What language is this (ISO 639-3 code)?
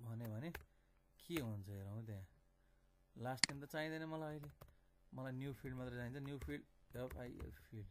nep